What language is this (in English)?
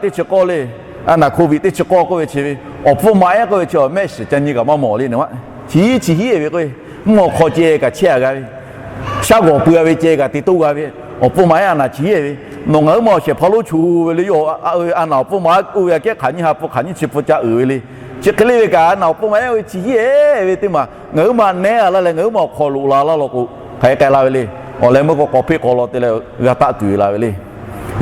Lahu